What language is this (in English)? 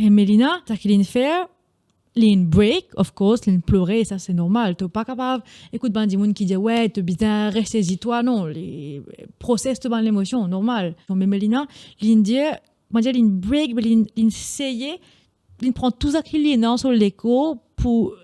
Morisyen